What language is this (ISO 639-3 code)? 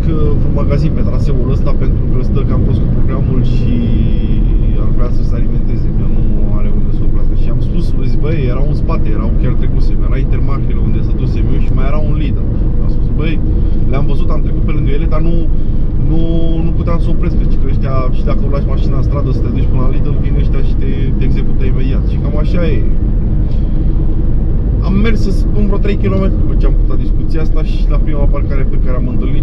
ron